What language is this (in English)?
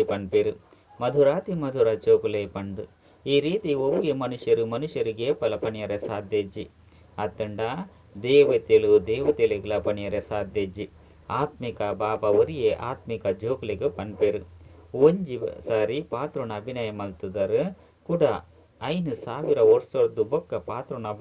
Tulu